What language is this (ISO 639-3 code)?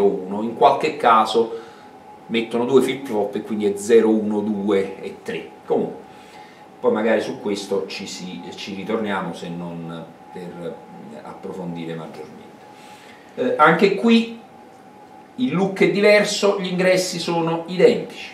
ita